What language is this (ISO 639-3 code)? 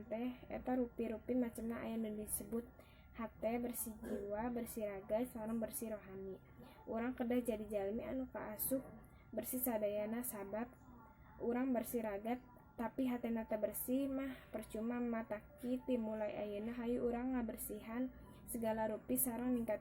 sun